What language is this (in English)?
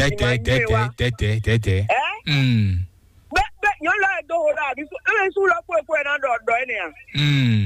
Fon